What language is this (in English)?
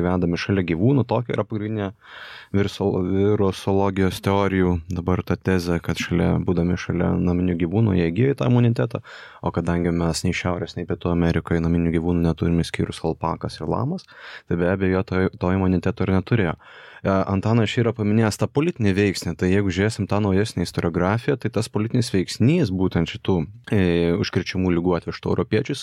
Lithuanian